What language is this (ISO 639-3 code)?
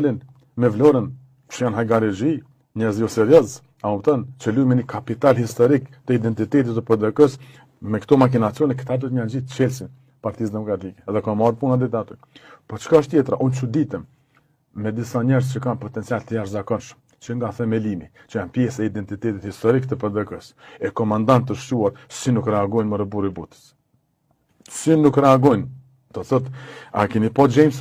sqi